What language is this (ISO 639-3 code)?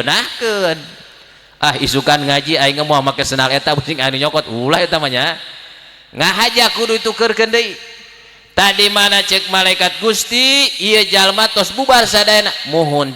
sun